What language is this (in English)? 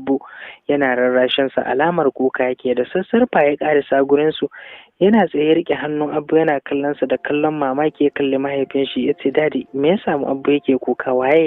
Hausa